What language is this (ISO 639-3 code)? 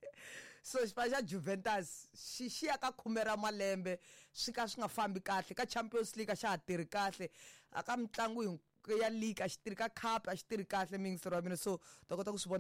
tso